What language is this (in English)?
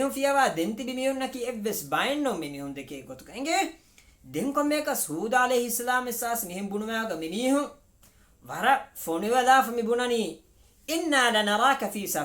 Divehi